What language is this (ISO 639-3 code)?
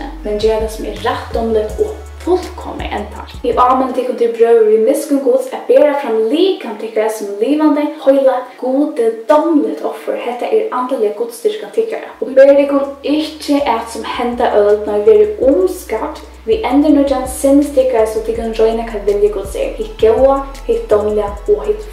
fao